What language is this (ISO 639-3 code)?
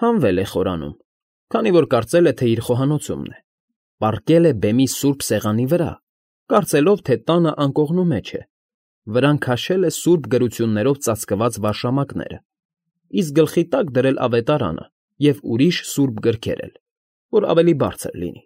hye